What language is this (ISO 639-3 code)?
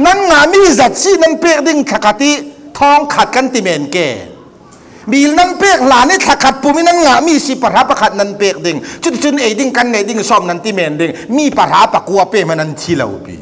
cfm